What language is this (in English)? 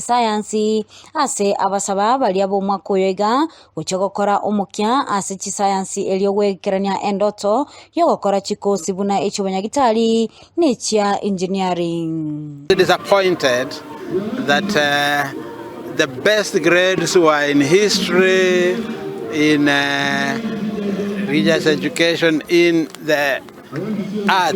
Gusii